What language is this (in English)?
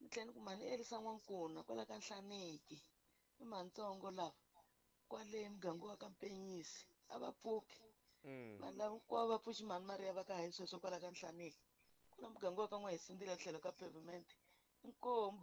Tsonga